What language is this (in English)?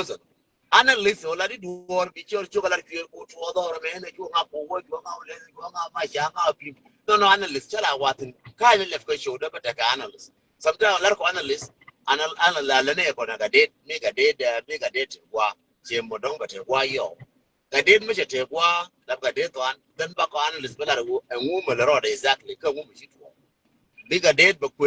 Nuer